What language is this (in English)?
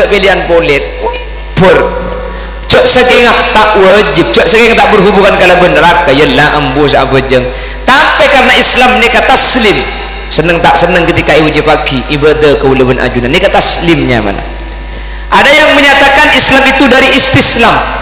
Madurese